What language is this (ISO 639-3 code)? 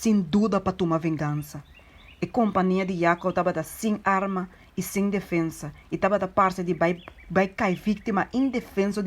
pap